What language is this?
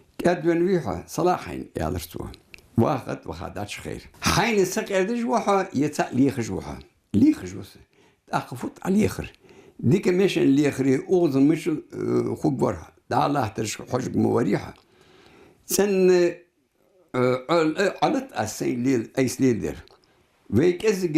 Ingush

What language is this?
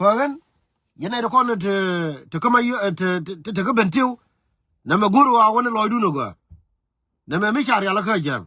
Nuer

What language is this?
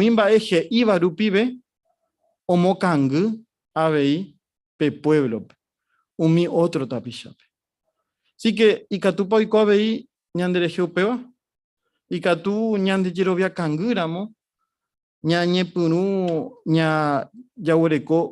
Guarani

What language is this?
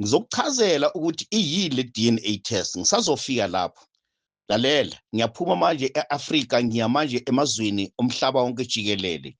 Zulu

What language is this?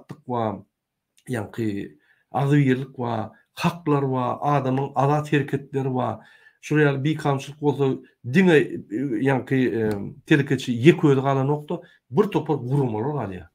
Turkmen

